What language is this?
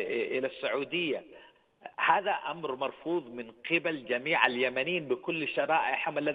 Arabic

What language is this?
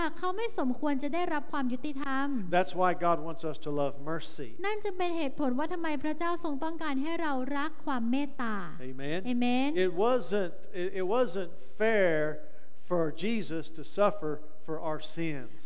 Thai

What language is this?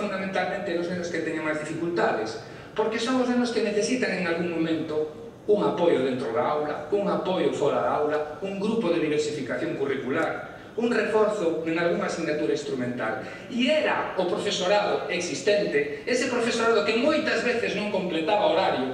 Galician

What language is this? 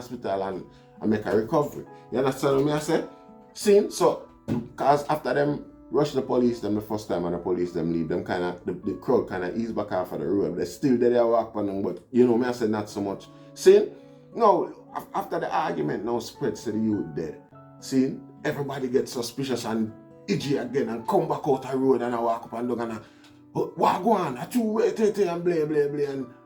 Jamaican Creole English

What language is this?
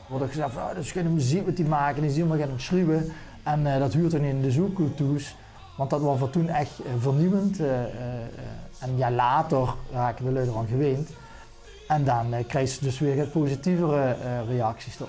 Limburgish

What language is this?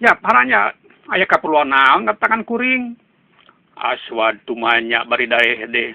Sundanese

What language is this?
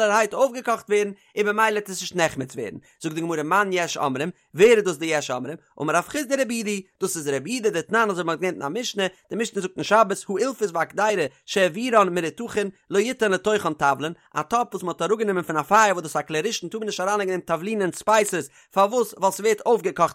Yiddish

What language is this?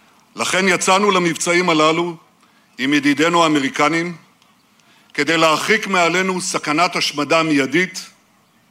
Hebrew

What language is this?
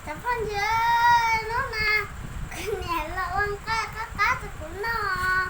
Hmong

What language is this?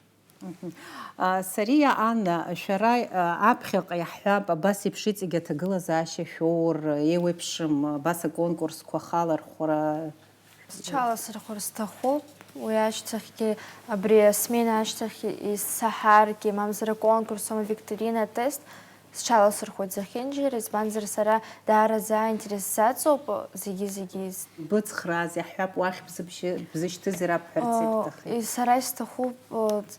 Abkhazian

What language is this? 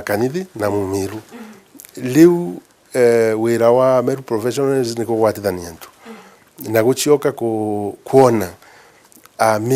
Meru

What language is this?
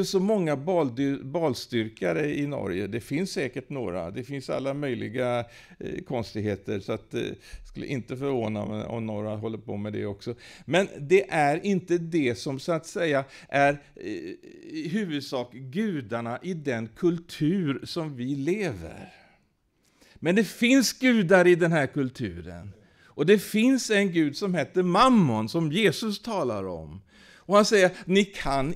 Swedish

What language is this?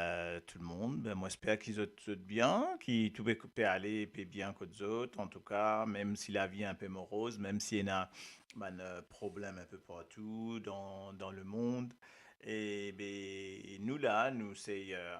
Morisyen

